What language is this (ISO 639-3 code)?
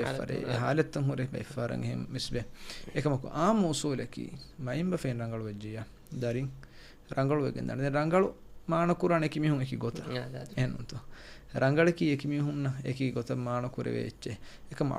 div